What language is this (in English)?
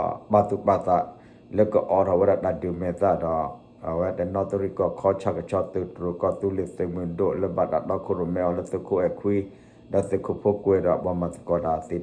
S'gaw Karen